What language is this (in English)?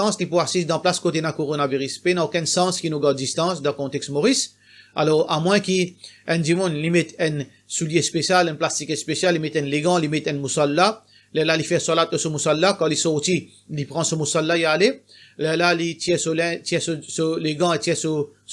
Morisyen